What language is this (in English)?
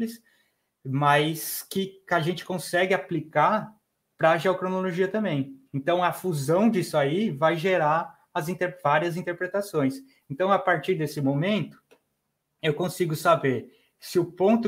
Portuguese